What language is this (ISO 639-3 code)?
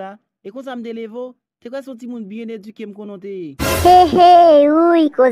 hat